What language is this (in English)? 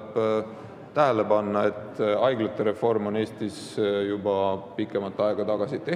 Estonian